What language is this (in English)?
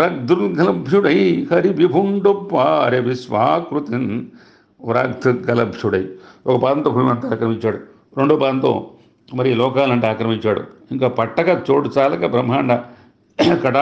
Telugu